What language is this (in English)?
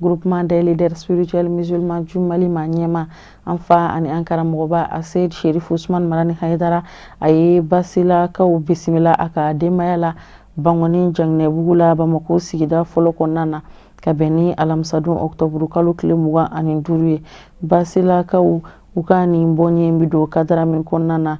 Bambara